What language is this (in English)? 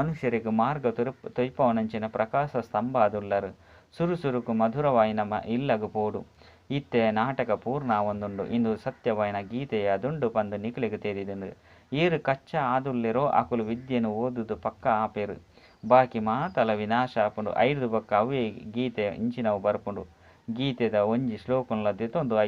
Tulu